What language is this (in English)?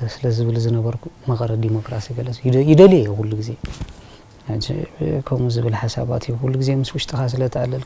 Tigrinya